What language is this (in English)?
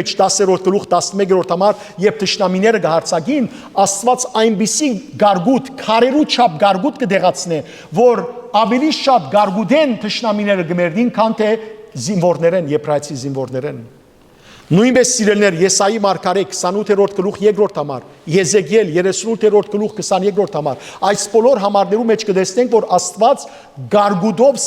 Western Armenian